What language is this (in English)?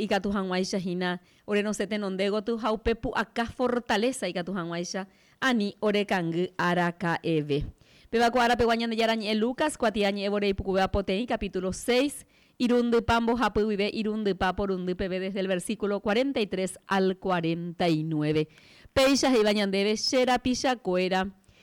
Guarani